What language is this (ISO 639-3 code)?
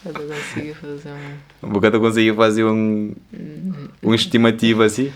kea